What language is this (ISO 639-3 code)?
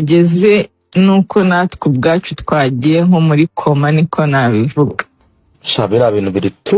kin